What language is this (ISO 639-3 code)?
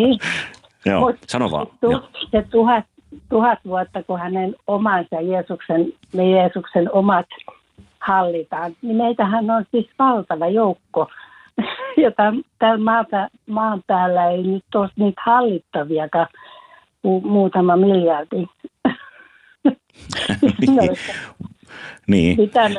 fin